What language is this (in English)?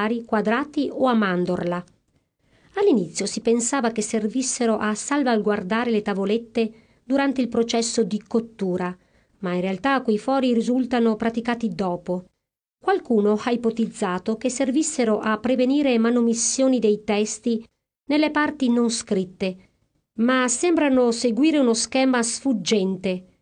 Italian